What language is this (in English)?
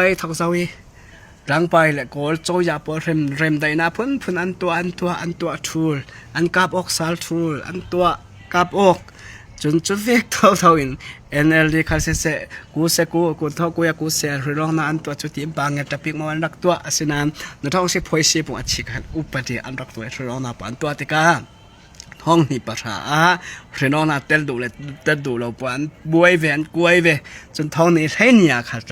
Falam Chin